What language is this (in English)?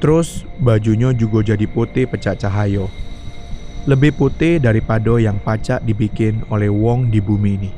Musi